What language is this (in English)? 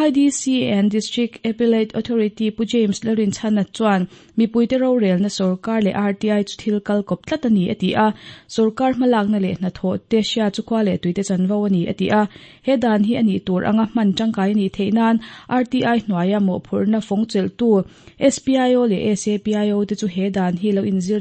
Mizo